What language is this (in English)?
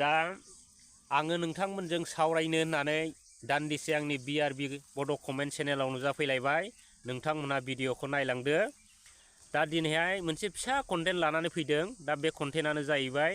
Bodo